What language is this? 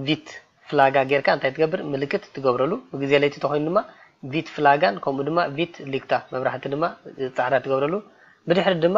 Tigrinya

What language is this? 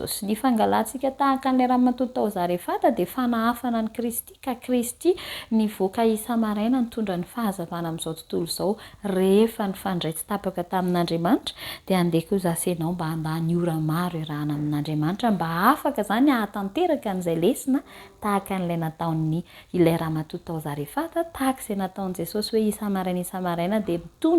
Malagasy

